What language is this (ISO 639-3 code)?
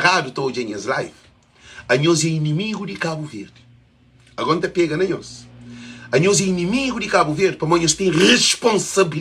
kea